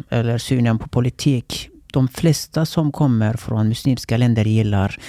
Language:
Swedish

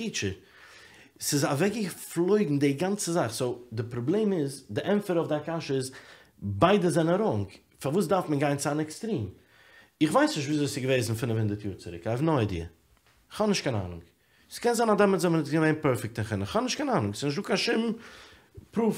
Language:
Yiddish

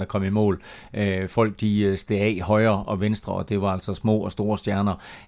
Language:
Danish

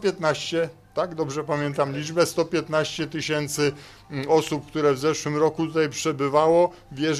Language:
Polish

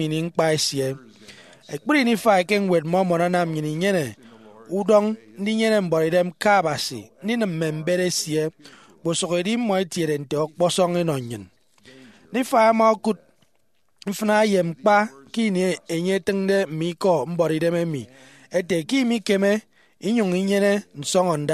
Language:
Efik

